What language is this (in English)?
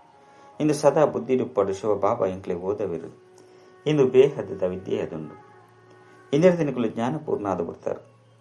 Tulu